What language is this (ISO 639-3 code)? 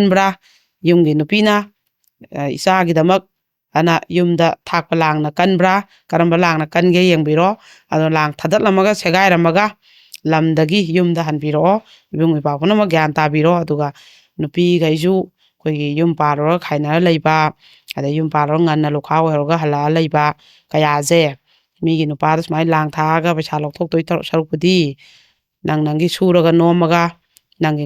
mni